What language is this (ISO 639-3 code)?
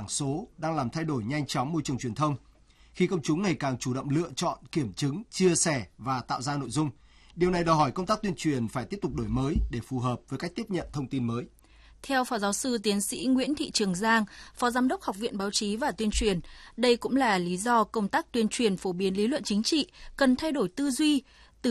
vie